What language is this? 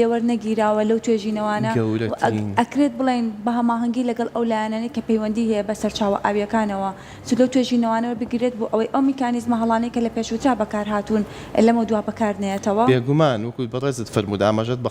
Central Kurdish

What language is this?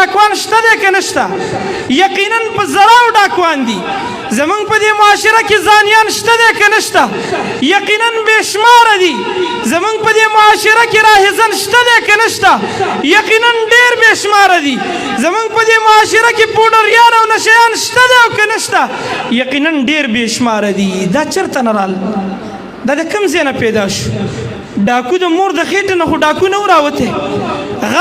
Pashto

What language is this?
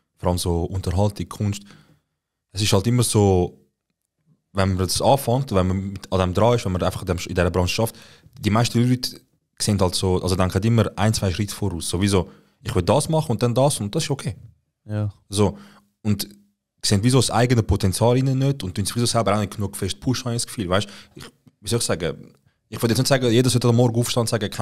Swiss German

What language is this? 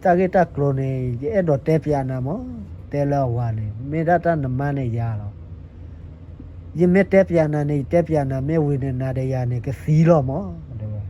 S'gaw Karen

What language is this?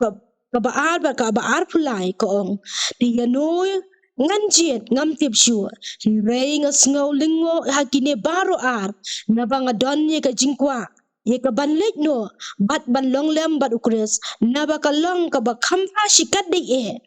Khasi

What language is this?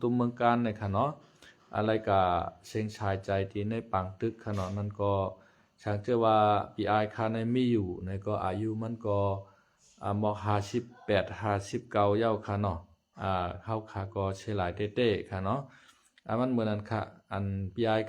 Shan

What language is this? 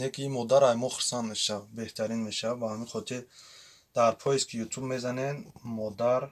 Tajik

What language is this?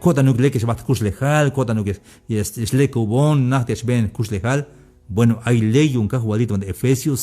Tzeltal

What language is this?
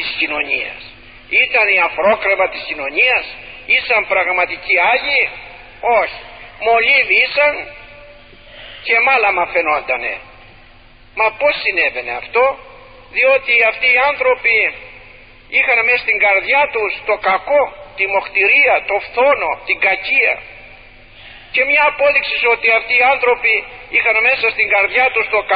Greek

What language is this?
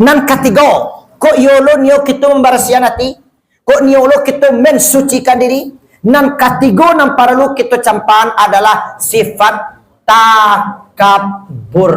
Minangkabau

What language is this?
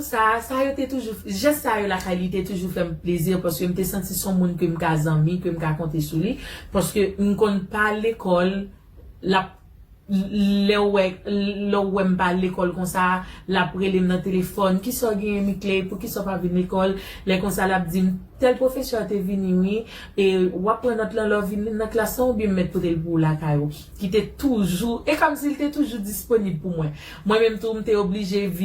Haitian Creole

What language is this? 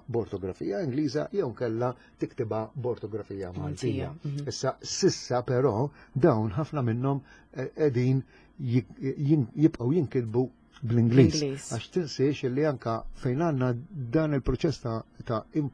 Maltese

